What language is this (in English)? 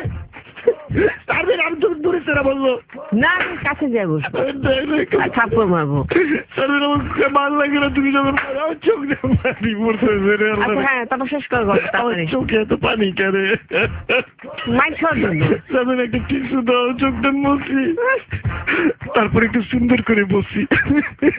Bangla